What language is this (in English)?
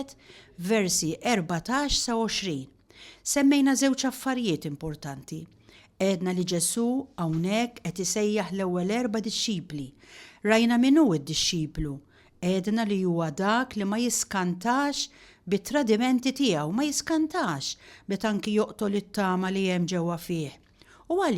Maltese